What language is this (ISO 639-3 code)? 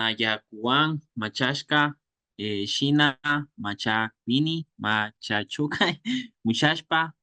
qvi